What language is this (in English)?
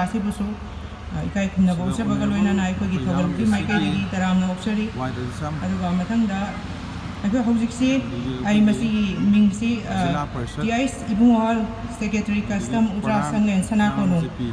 Manipuri